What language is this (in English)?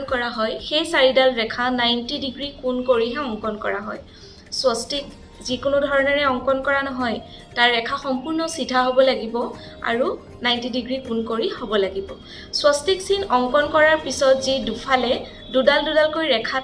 Assamese